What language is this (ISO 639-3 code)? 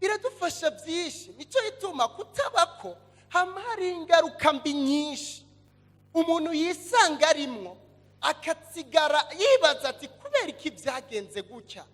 run